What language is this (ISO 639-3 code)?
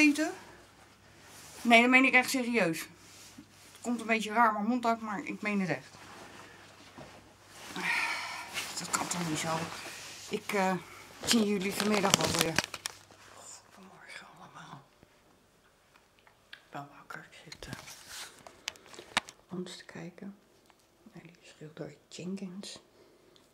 nld